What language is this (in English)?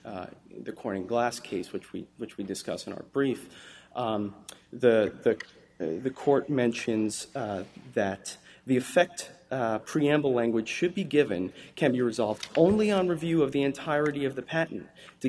English